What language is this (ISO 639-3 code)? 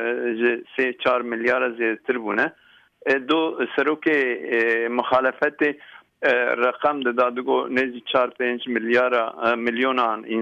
kur